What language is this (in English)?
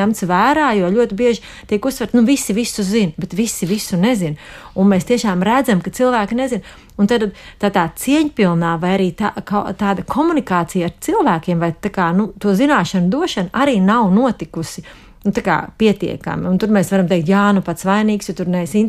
Latvian